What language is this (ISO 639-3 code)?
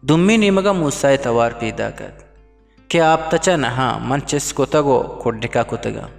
bgp